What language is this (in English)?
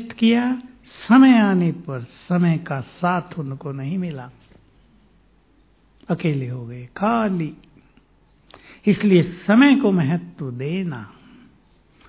Hindi